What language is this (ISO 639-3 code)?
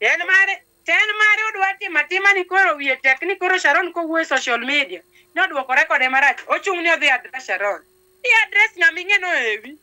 luo